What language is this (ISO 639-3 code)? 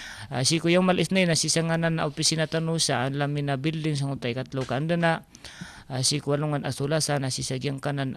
mrw